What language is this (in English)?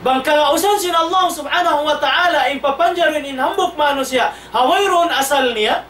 Tausug